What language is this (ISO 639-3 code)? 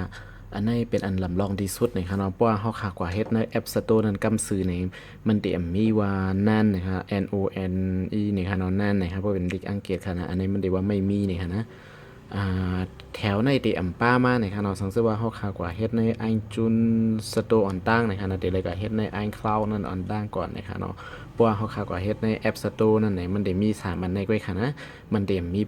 shn